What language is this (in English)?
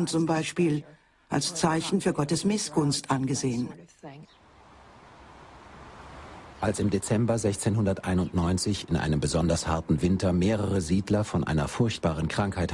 German